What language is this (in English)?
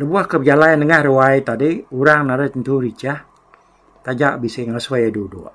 Iban